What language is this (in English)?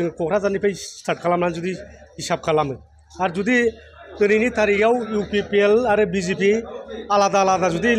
Bodo